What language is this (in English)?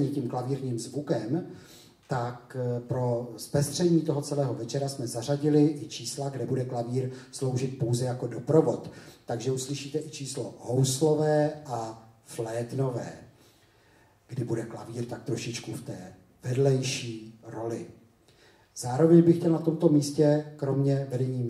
Czech